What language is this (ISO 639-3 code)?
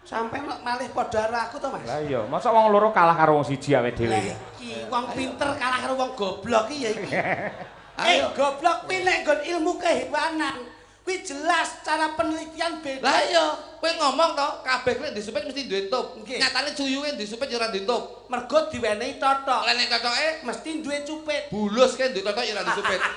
jav